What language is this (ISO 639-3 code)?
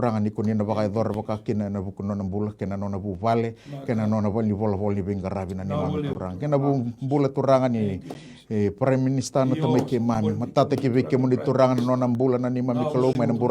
fij